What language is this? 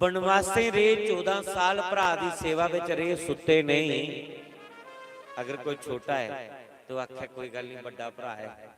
Dogri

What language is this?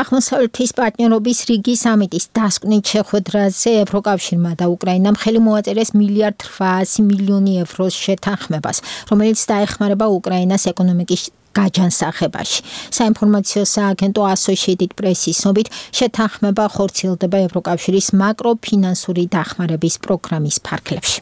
Georgian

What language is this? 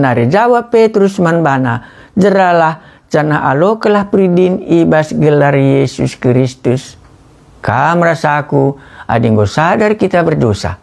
Batak Karo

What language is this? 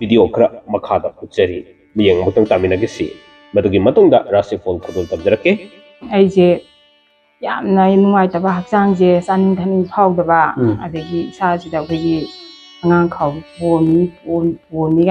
Manipuri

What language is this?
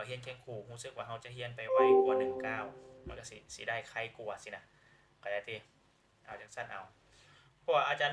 Lao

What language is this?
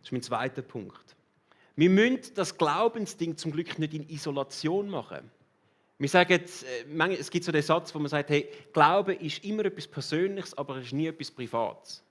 Swiss German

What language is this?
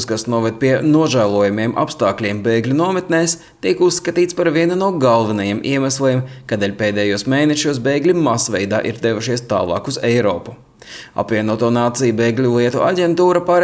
Latvian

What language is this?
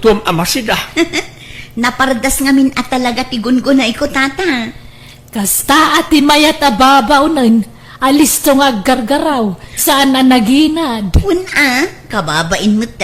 Iloko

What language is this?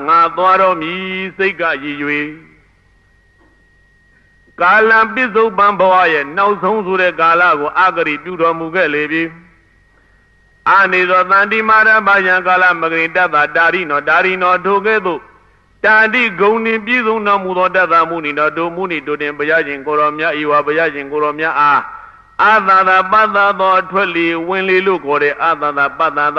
Burmese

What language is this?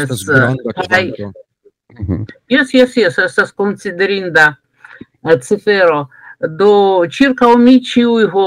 Esperanto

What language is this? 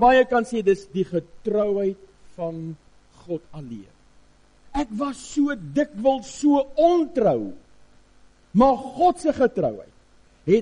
Afrikaans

